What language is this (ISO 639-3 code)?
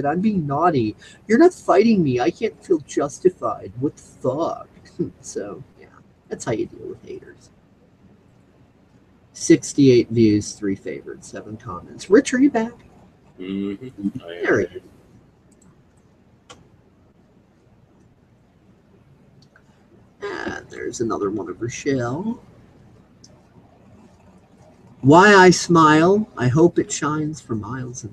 eng